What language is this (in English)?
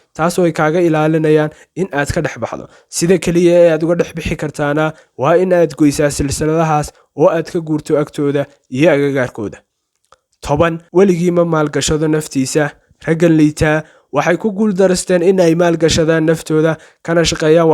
Somali